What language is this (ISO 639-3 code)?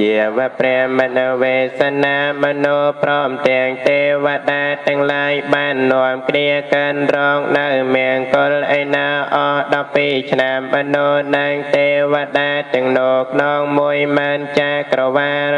khm